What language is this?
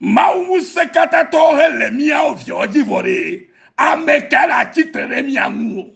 Ewe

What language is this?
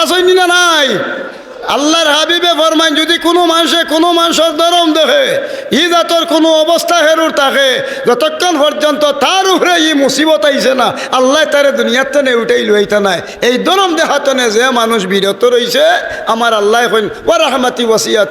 Sylheti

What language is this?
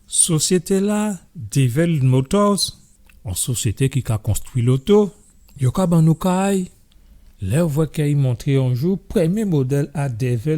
Guadeloupean Creole French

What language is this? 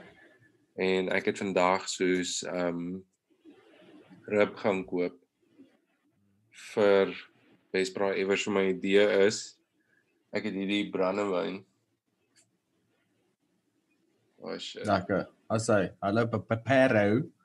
Afrikaans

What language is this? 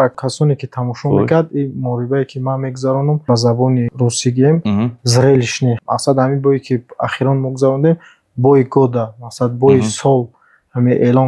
Tajik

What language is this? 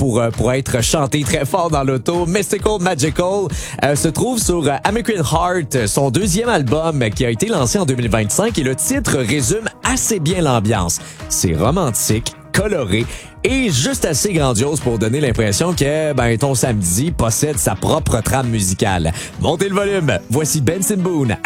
French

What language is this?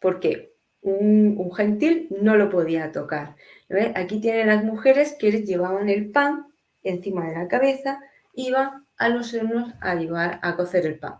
Ladino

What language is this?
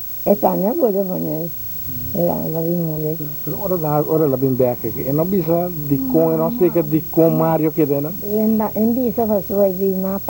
Papiamento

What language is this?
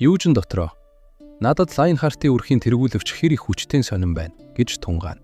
Mongolian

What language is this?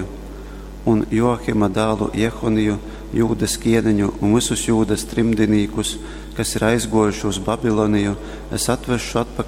Latgalian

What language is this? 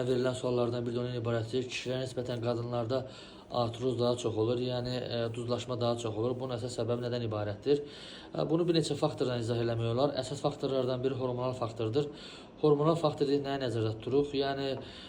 Azerbaijani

